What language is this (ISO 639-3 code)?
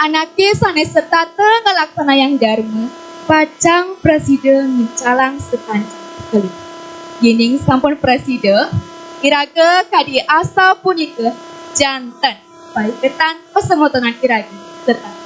ban